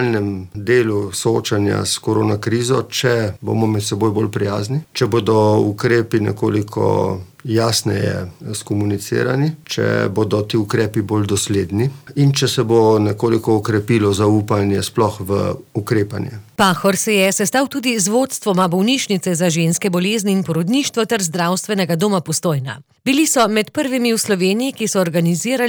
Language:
Slovenian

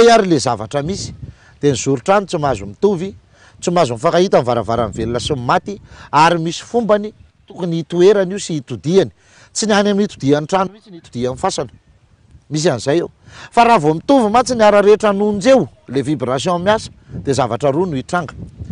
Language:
Malagasy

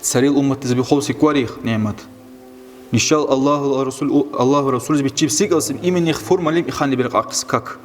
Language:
Dargwa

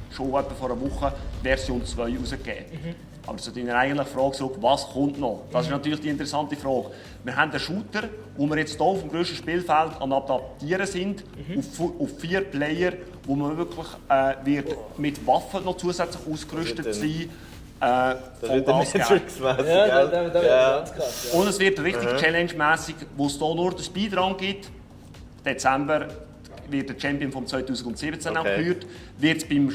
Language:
Swiss German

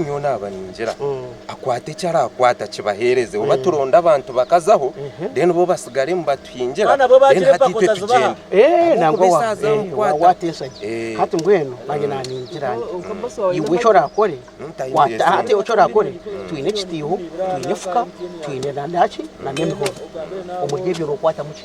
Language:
Nyankole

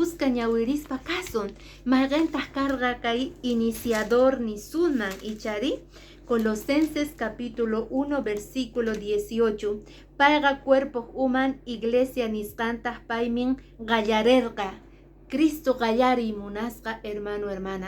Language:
Quechua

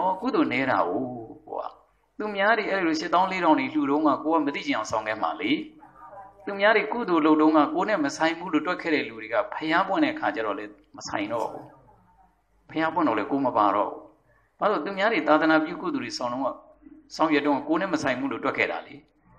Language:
Burmese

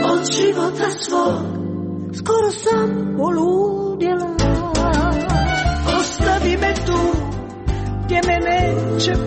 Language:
Croatian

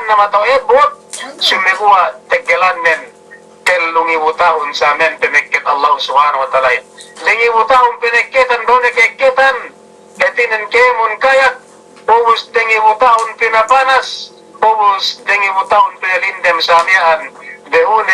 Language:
Yakan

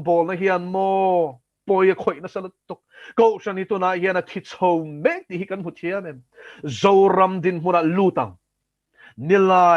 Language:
Mizo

